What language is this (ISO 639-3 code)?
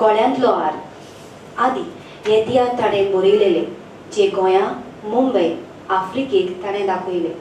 kok